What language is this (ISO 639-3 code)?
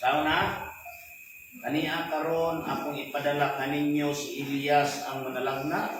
ceb